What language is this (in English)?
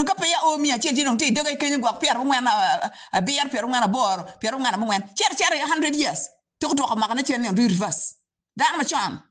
Acoli